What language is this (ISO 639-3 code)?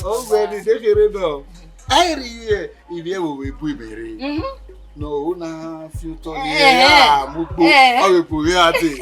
bin